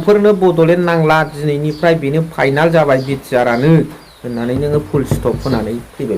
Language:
Bodo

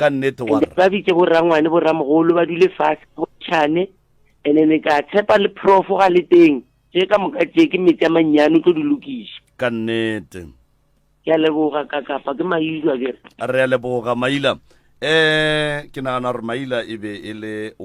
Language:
Northern Sotho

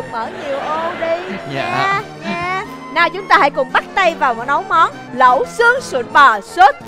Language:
Vietnamese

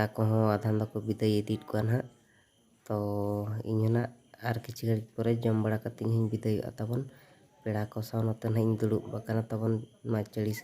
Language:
Santali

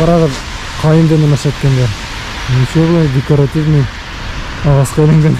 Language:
Bashkir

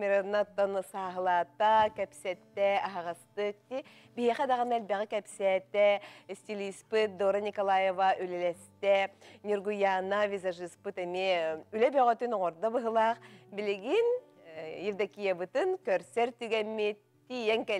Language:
Yakut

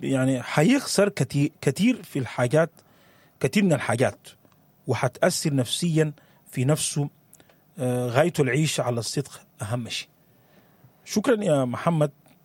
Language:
Sudanese Arabic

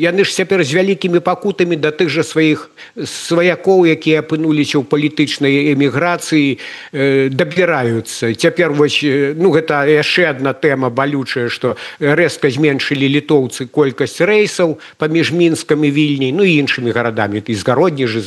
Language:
Belarusian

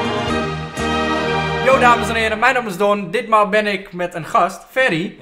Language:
Dutch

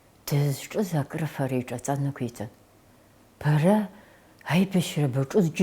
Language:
Abkhazian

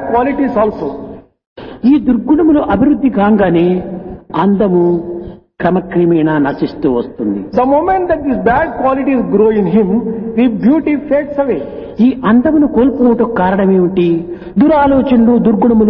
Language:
Telugu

